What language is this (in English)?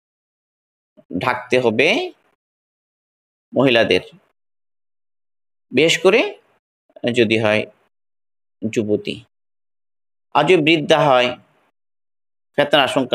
Bangla